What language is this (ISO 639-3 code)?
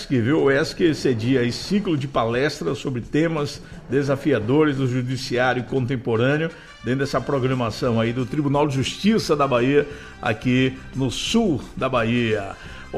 por